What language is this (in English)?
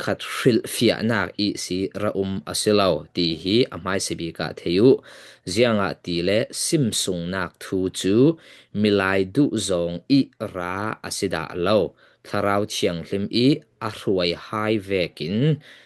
Falam Chin